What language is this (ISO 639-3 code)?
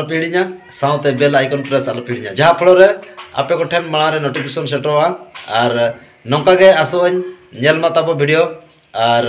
sat